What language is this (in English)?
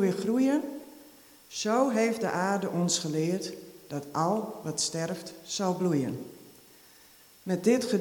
Dutch